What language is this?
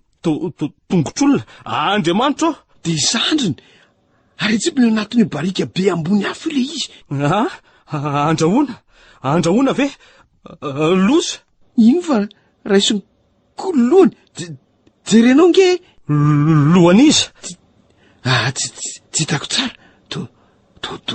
Malagasy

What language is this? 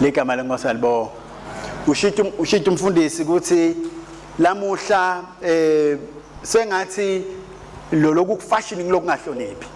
Swati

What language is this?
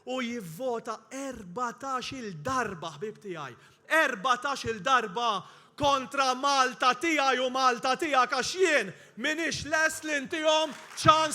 Maltese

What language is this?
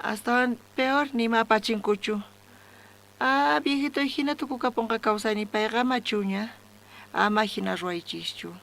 South Bolivian Quechua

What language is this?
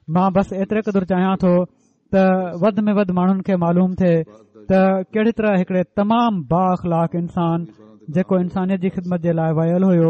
Sindhi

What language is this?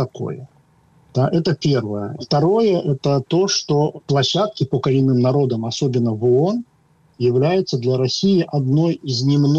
Russian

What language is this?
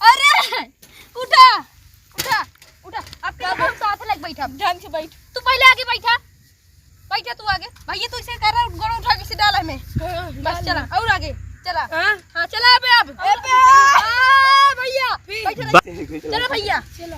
Awadhi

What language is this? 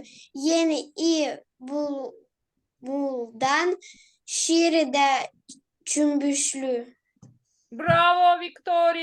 Gagauz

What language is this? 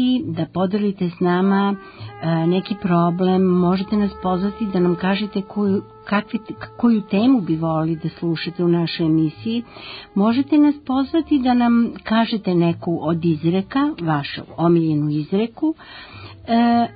Serbian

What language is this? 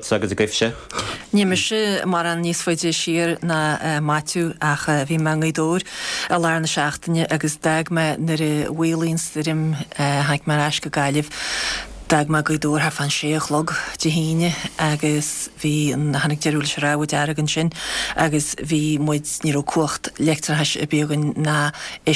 Irish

